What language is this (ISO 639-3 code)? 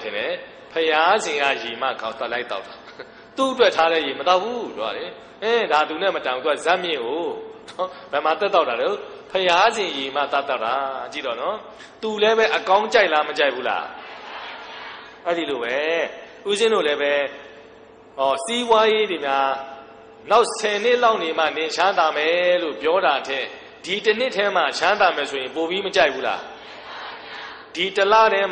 mya